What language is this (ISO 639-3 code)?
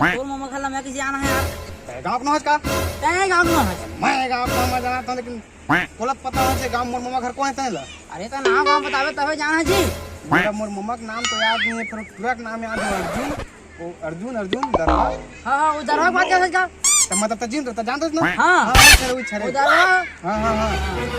hne